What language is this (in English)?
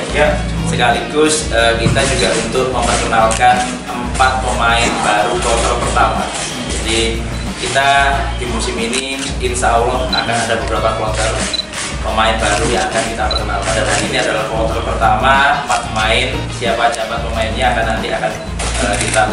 Indonesian